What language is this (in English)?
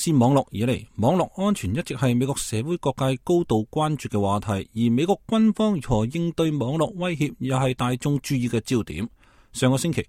Cantonese